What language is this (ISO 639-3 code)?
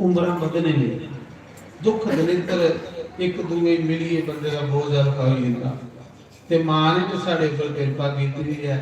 doi